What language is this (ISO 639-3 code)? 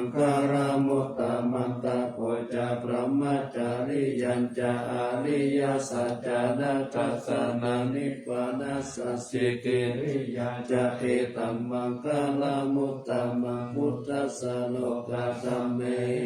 pli